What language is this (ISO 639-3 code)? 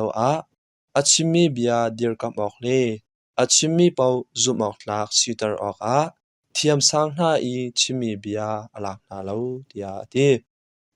cnh